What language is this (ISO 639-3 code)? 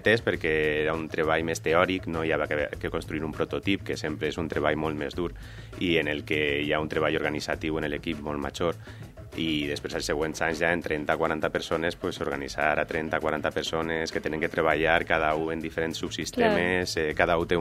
cat